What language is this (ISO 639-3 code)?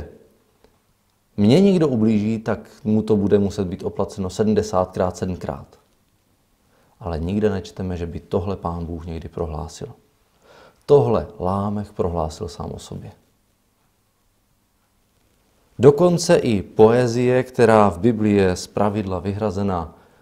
ces